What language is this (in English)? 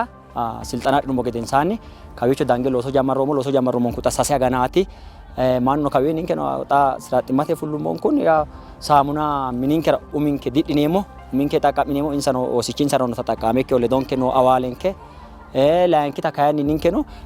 Sidamo